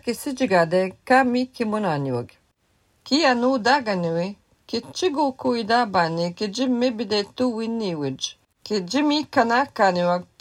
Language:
Latvian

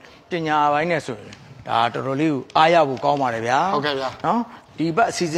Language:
Burmese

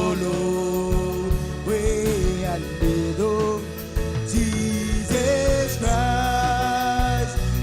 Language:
Marshallese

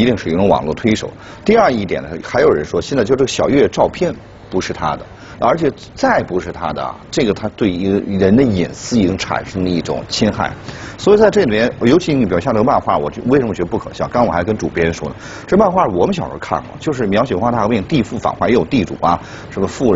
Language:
Chinese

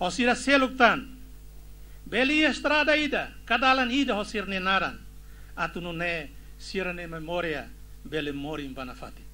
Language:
Tetum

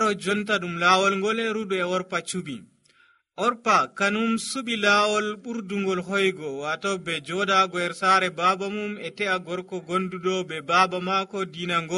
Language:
Nigerian Fulfulde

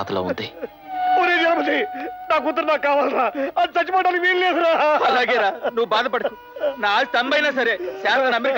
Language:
Telugu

